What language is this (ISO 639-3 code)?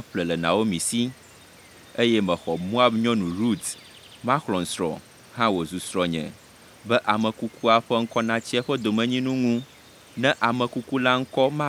ewe